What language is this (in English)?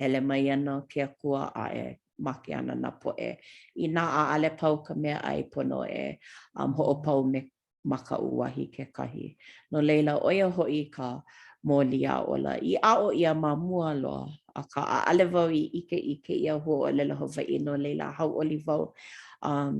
Hawaiian